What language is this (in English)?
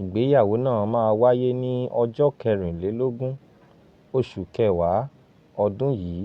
Yoruba